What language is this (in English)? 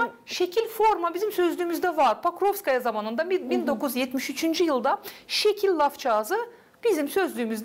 Gagauz